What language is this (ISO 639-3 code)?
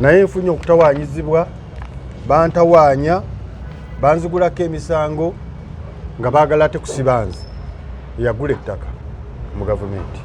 lug